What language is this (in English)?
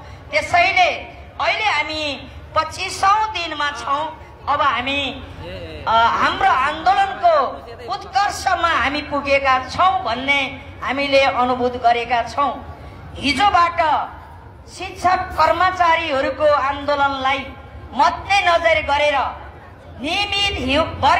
Nepali